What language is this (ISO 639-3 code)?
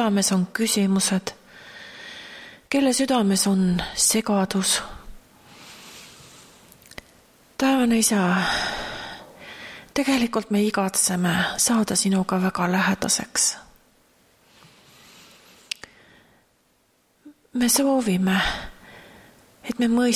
est